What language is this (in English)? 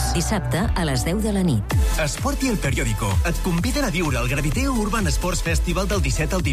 Catalan